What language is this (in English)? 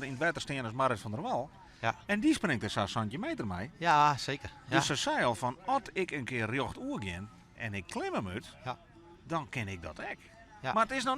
Western Frisian